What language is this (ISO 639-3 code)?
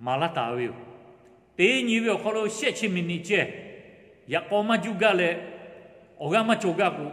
lhu